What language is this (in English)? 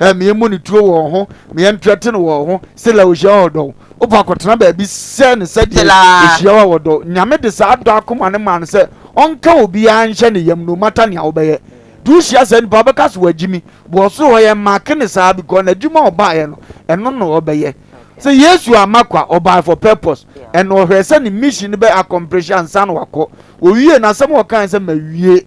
Akan